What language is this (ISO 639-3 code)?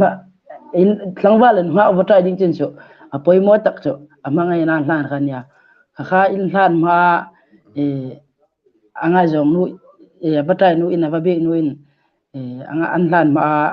hmr